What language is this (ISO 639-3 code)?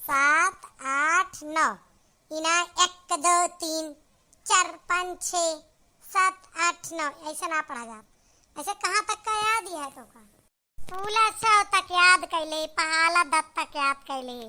awa